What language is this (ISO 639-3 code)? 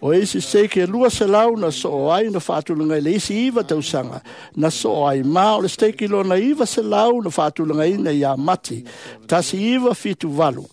smo